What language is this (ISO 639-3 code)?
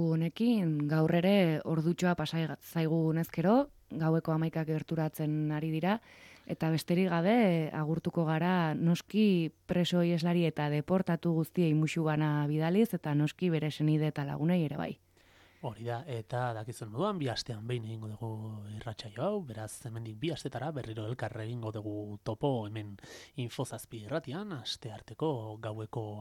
eus